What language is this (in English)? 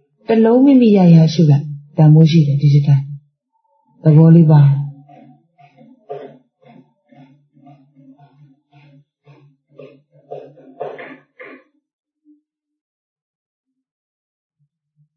Burmese